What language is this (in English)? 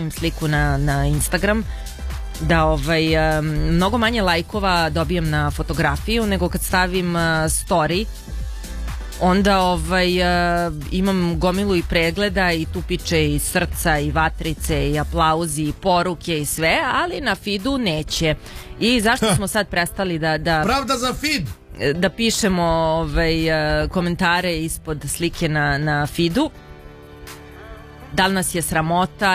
Serbian